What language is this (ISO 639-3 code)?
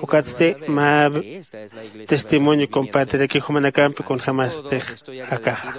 aym